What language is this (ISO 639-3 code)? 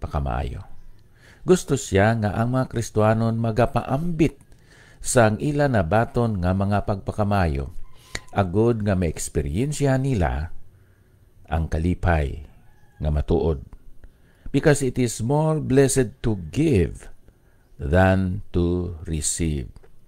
hil